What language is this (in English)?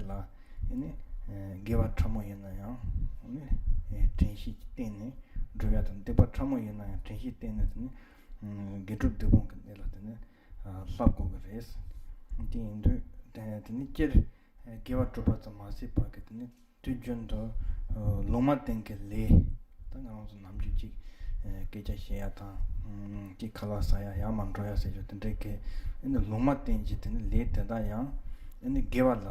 Tibetan